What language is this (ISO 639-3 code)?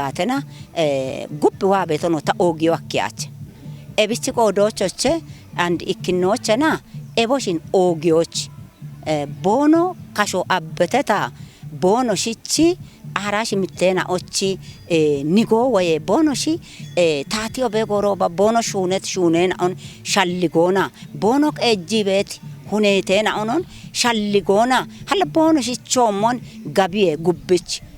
kbr